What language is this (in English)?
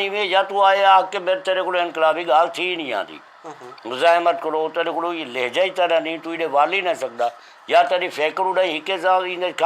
Saraiki